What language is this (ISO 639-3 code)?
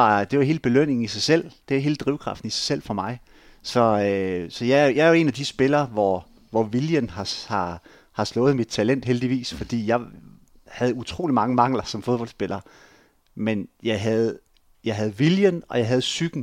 dan